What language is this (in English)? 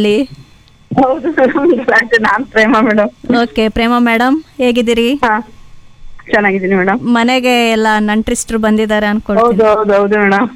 Kannada